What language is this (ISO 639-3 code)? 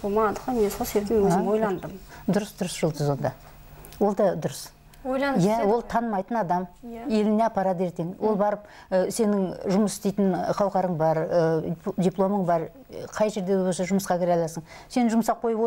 kaz